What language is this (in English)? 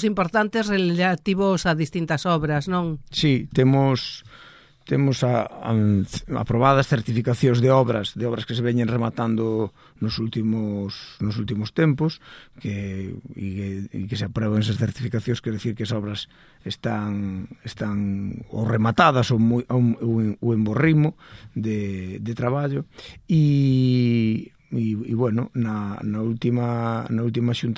Galician